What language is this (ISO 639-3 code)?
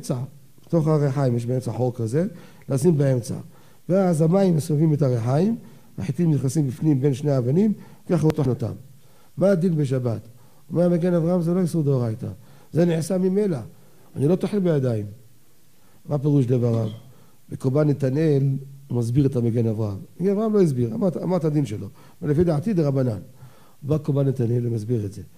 heb